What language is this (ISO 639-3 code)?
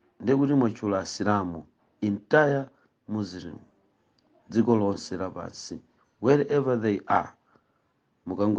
nya